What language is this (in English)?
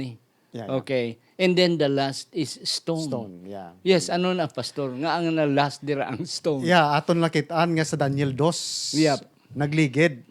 Hiligaynon